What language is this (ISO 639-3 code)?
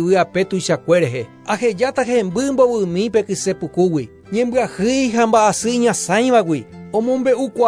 grn